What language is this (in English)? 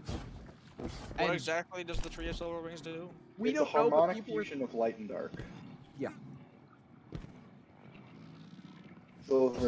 English